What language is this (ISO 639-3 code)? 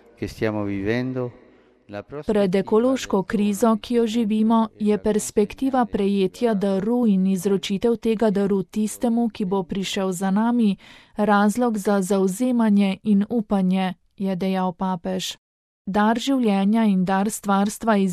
slv